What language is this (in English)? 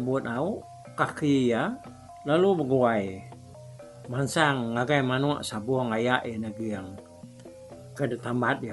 Iban